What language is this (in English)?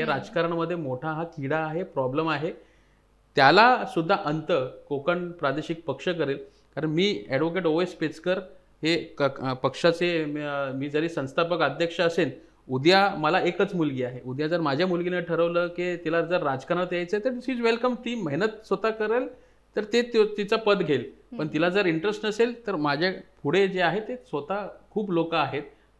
Marathi